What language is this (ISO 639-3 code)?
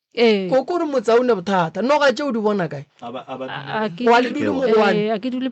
nso